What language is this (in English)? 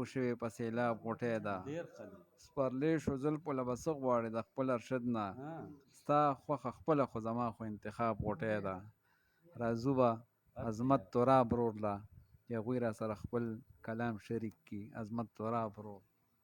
Pashto